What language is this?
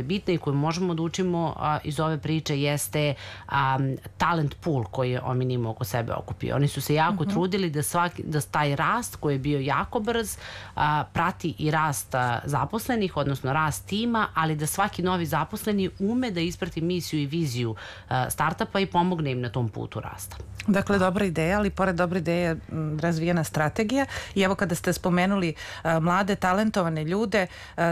Serbian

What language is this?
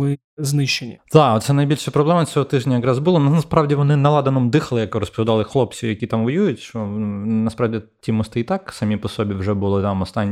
Ukrainian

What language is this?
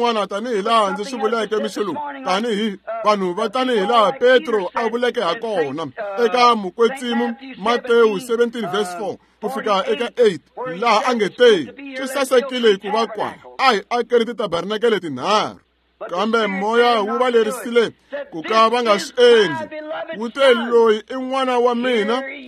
Tsonga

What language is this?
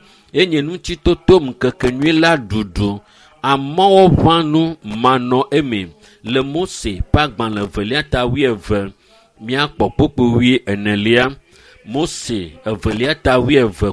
Ewe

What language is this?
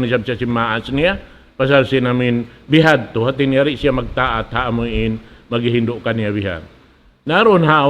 Tausug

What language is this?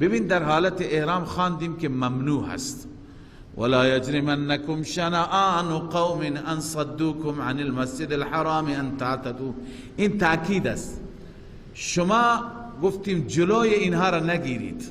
Persian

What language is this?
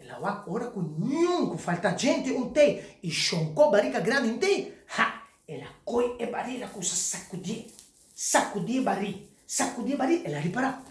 Papiamento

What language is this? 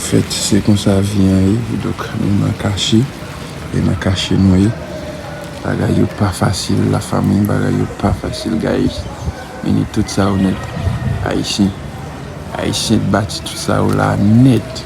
Haitian Creole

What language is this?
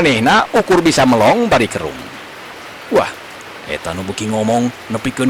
Sundanese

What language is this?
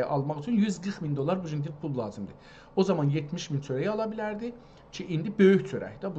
South Azerbaijani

